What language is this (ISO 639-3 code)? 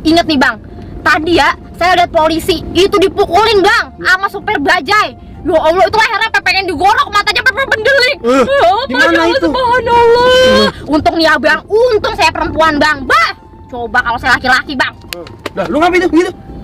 bew